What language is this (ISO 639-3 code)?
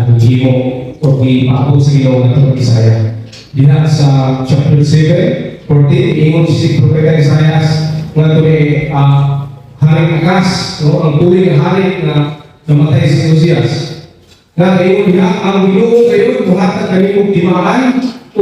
ceb